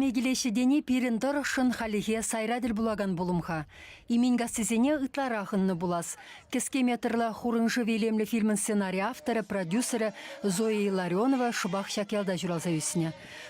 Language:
Chuvash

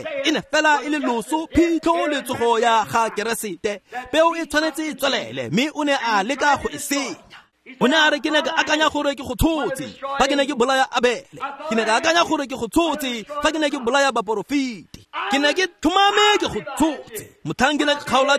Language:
Tswana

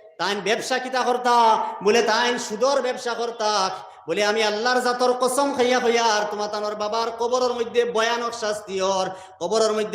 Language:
Sylheti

